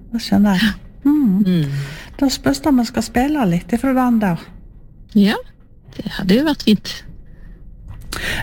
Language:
Norwegian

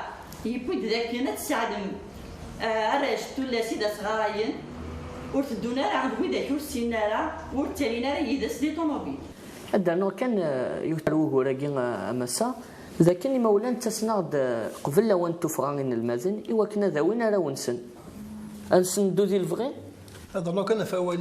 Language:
Kabyle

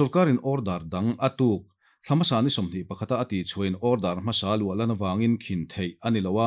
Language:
Mizo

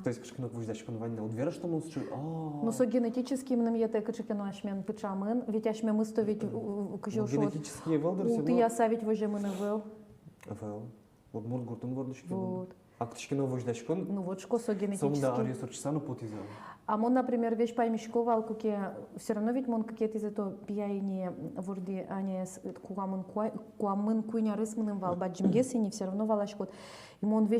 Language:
Udmurt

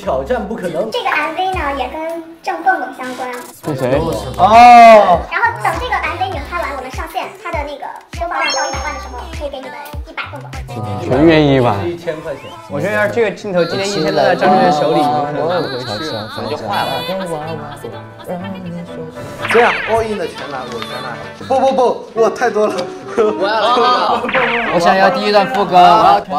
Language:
Chinese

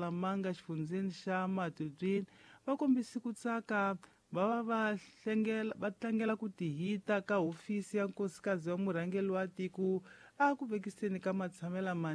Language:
Tsonga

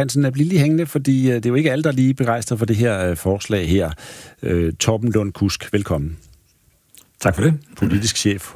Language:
Danish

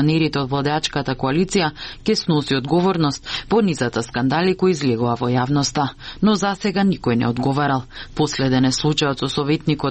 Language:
Macedonian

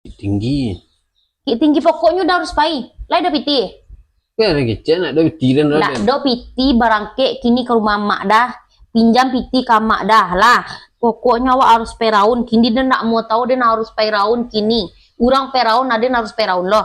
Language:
Minangkabau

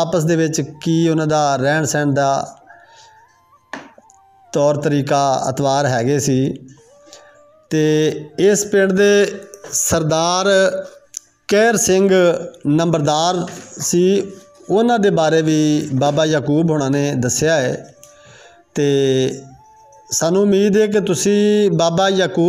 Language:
Punjabi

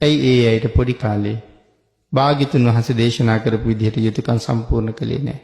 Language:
Sinhala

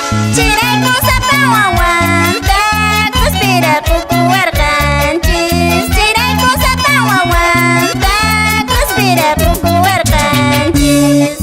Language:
Quechua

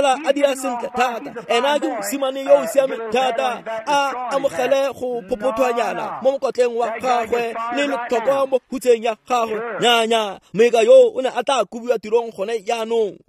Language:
Tswana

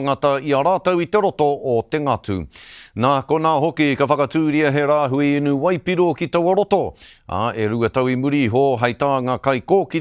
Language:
Māori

